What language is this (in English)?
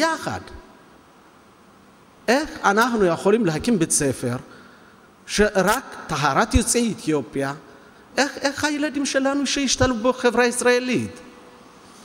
Hebrew